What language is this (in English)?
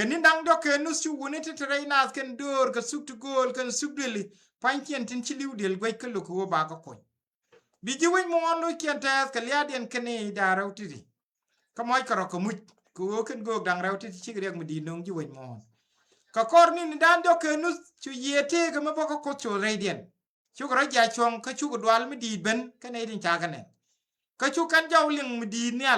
Nuer